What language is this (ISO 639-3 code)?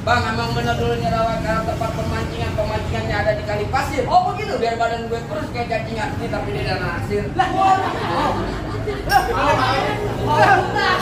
bew